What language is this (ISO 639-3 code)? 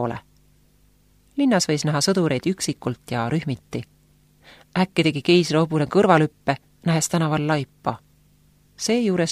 est